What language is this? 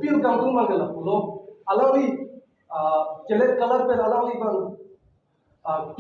Karbi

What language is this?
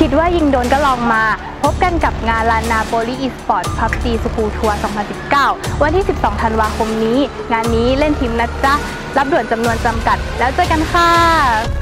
Thai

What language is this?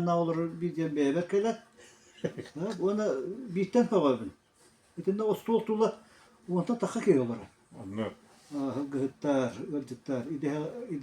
Yakut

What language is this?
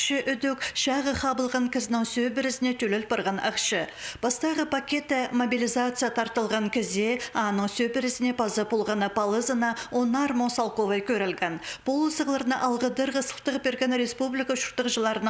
Khakas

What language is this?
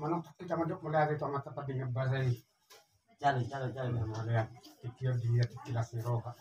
Batak Toba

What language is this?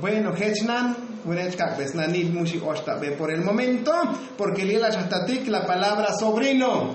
Tzotzil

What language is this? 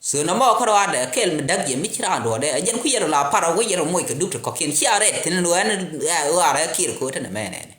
Nuer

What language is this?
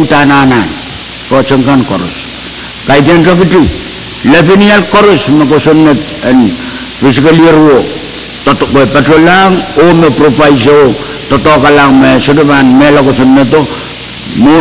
Pohnpeian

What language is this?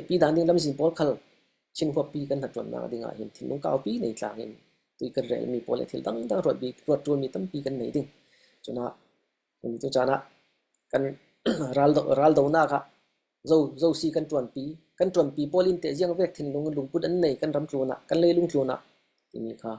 Falam Chin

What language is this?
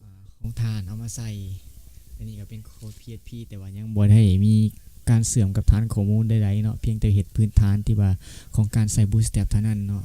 Lao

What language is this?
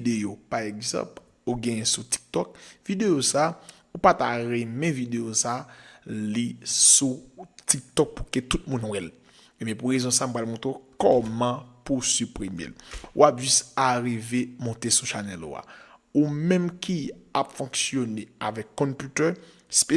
Haitian Creole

